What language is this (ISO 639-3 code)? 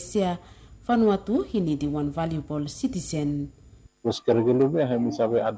bis